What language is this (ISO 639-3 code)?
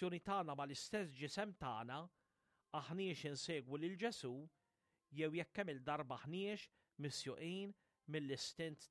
mlt